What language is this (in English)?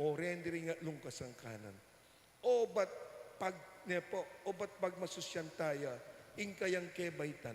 Pampanga